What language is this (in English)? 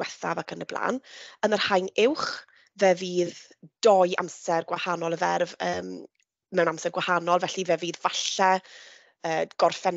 Welsh